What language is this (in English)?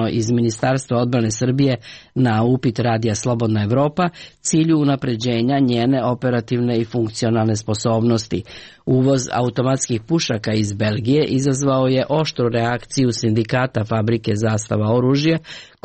Serbian